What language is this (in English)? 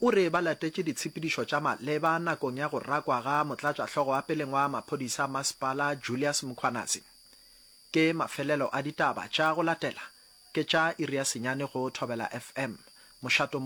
Northern Sotho